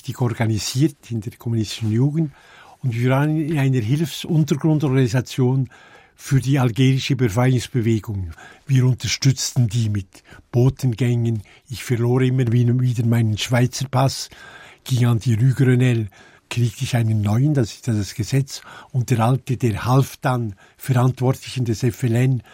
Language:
German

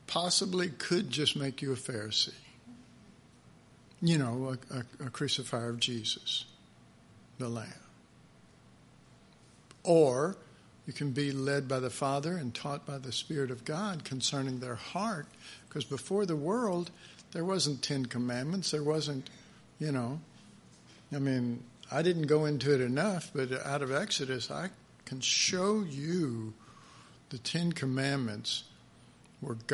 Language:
English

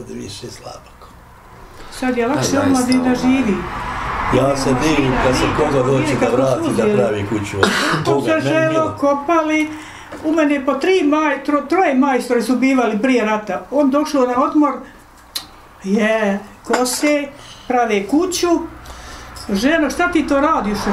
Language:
Bosnian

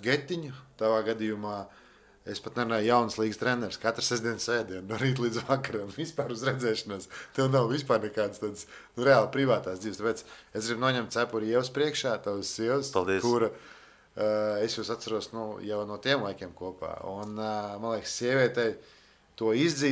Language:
Latvian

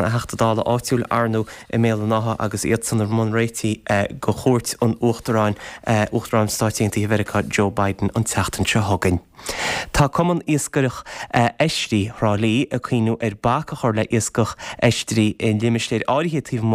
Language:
Irish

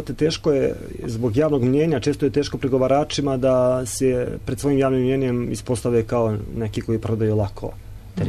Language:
Serbian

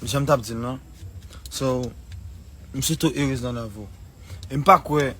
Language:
Haitian Creole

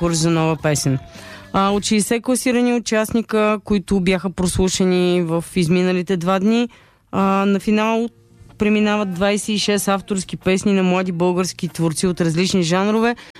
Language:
Bulgarian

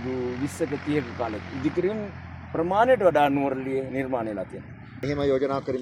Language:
Sinhala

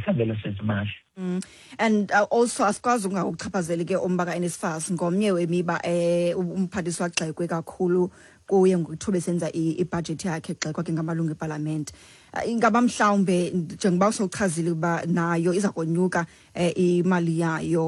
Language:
Xhosa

